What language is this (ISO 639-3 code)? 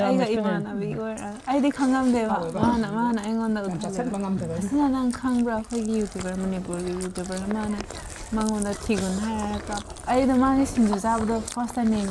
mni